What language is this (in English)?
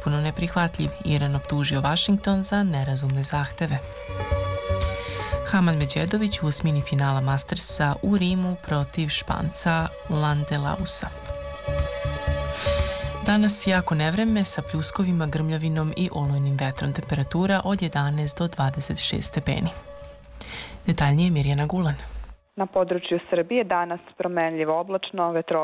Serbian